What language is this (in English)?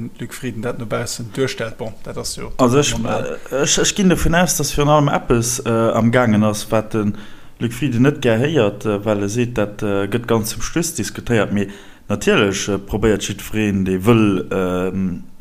Luxembourgish